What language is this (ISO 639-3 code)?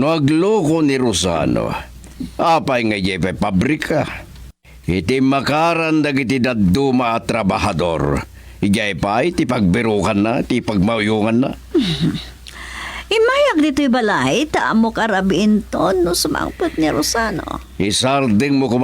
ilo